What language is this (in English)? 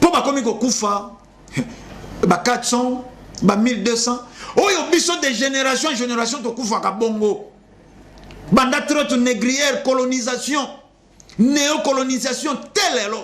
Lingala